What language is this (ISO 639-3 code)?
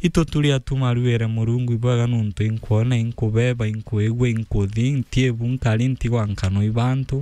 mer